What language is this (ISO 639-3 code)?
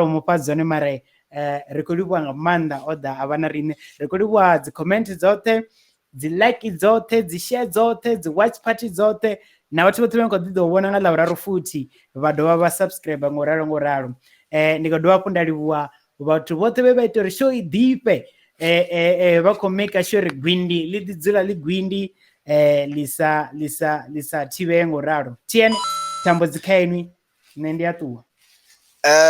ven